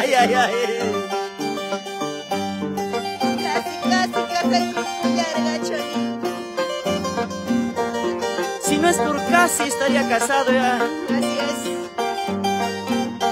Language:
Spanish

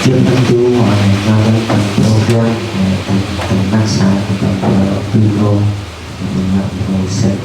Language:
Central Mnong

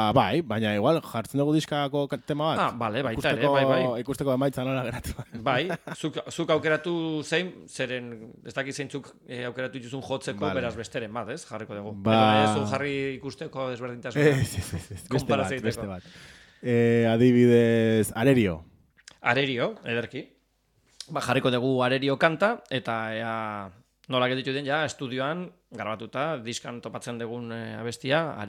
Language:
Basque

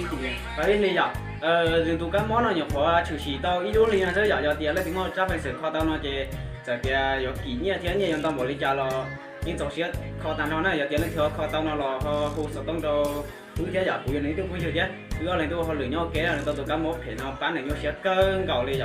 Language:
Hmong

